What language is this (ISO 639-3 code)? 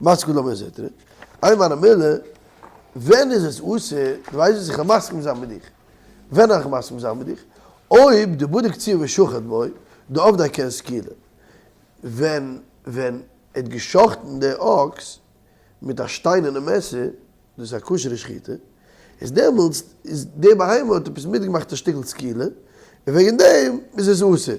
yid